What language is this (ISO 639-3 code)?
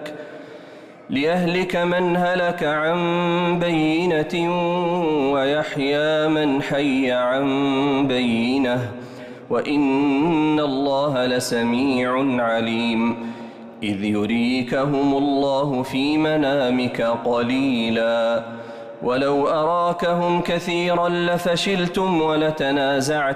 ara